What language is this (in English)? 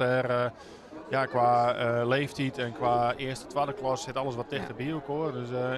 Western Frisian